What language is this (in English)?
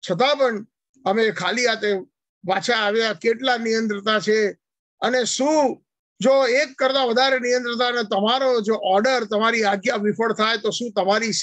Gujarati